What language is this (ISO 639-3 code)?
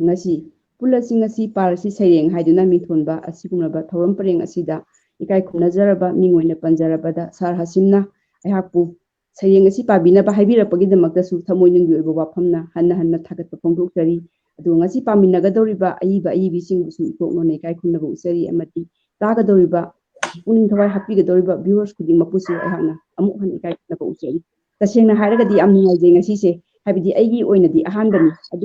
mni